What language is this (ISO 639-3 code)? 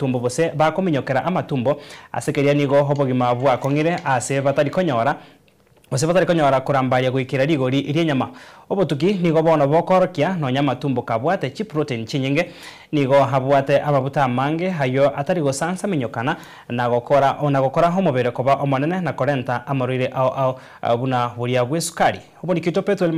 guz